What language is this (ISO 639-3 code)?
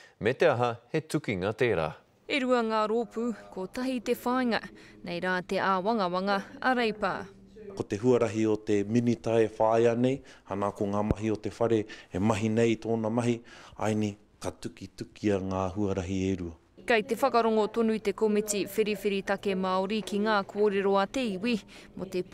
mri